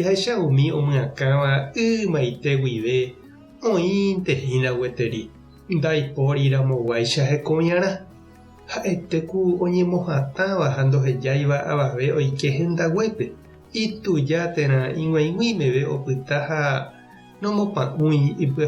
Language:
Guarani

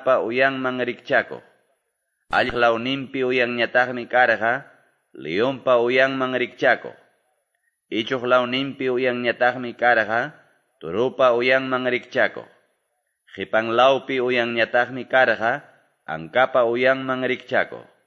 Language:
Quechua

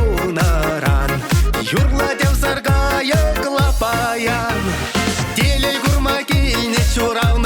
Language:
Chuvash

